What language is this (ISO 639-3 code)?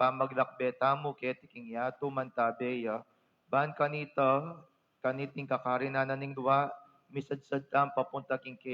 pam